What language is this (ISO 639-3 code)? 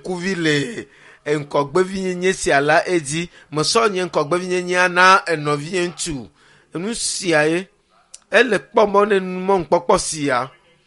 ewe